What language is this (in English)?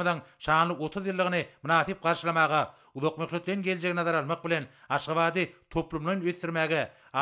Turkmen